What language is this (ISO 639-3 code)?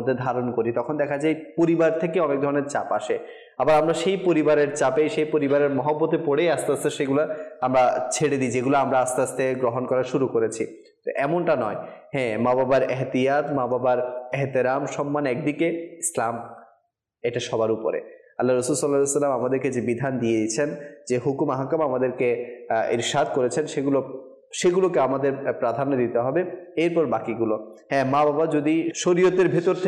ben